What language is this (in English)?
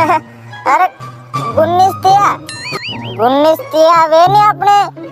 Rajasthani